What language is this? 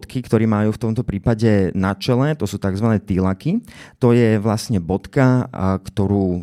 Slovak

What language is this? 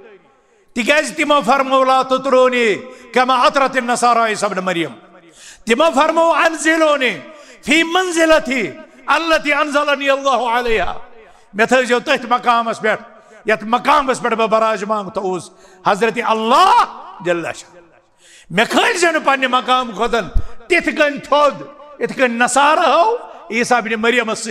Kashmiri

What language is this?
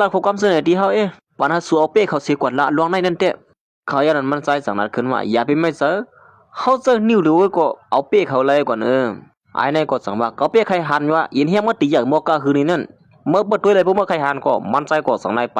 Shan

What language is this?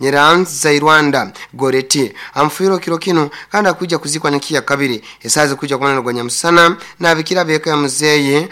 Nyoro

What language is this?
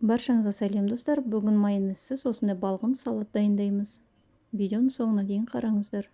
Kazakh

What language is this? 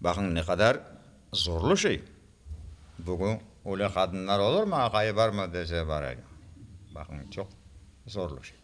Crimean Tatar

